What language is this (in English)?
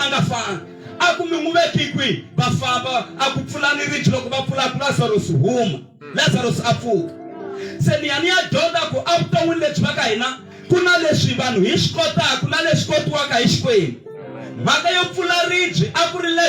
Tsonga